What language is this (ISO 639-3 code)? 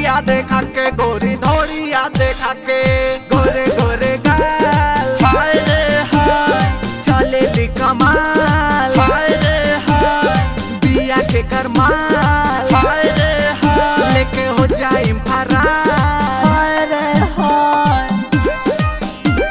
bho